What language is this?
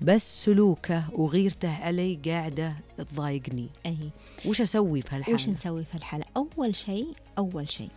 Najdi Arabic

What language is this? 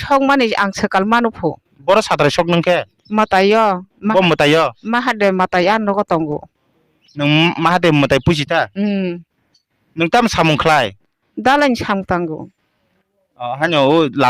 Kok Borok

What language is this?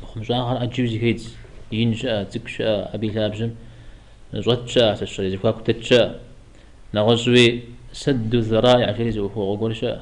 Kabardian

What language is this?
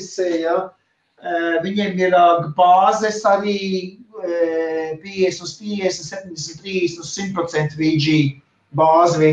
Latvian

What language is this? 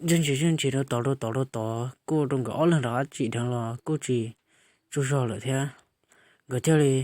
Hmong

